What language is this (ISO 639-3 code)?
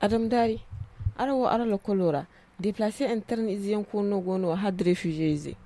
dje